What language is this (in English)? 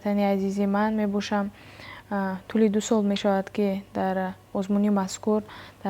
Tajik